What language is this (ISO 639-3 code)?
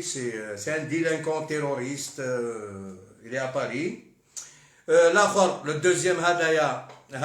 arq